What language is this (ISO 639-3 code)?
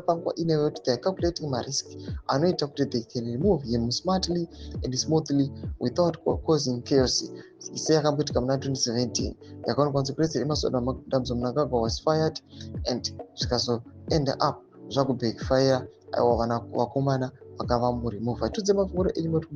sna